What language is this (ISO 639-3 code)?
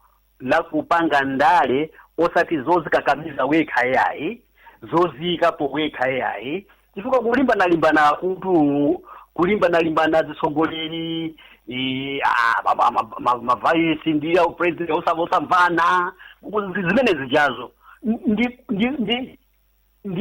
nya